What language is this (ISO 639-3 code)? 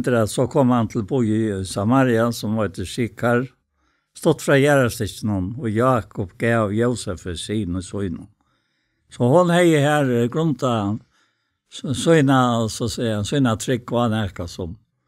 fao